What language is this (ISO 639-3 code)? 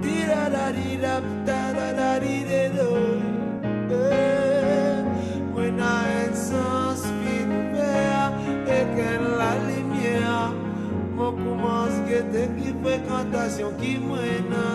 mfe